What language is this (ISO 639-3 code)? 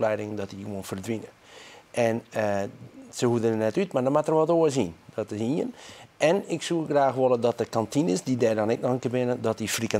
fry